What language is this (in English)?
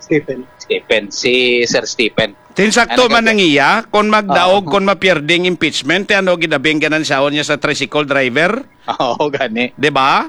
Hiligaynon